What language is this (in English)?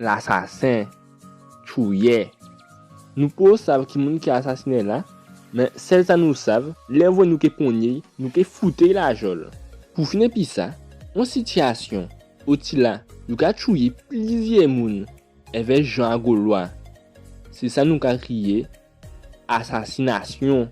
Guadeloupean Creole French